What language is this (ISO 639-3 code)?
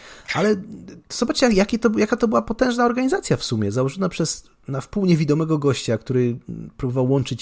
pol